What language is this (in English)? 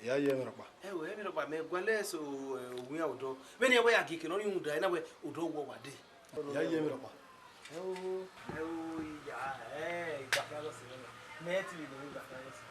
Bini